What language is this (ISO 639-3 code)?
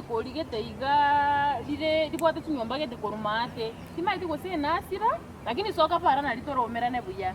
guz